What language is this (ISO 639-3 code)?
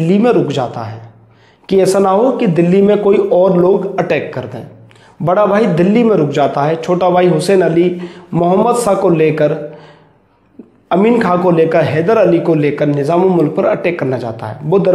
hin